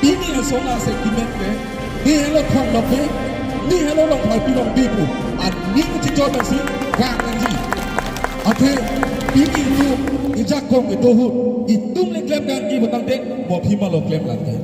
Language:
Karbi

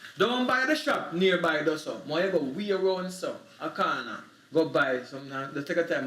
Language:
Jamaican Creole English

